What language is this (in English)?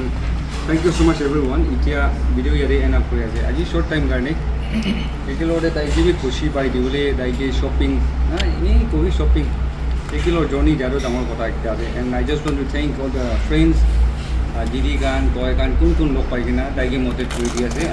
Naga Pidgin